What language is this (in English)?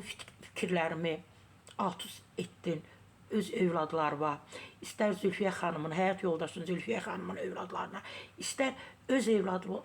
Azerbaijani